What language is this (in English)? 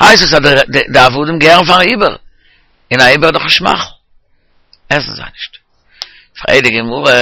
Yiddish